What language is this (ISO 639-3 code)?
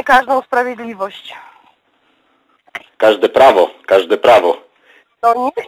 pol